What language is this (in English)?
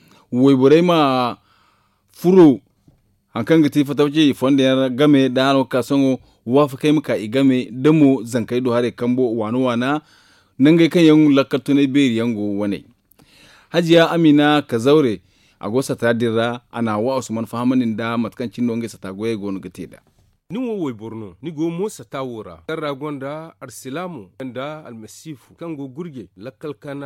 Zarma